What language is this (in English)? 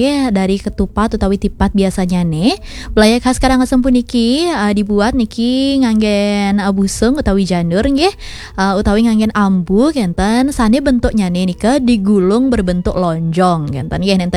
Balinese